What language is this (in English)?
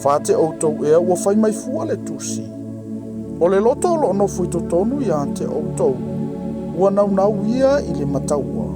Samoan